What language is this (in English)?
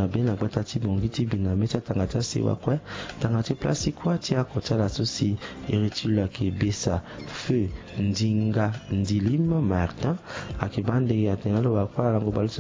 Sango